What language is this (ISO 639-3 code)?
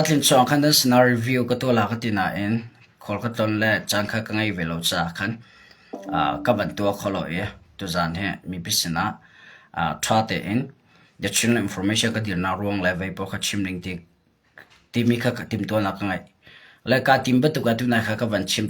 cnh